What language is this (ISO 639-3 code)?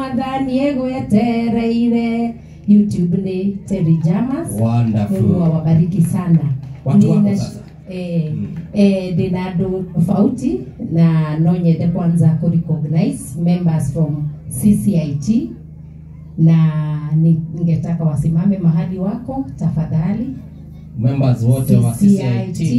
kik